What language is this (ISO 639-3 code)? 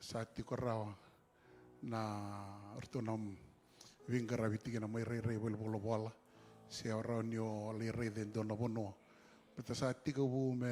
fij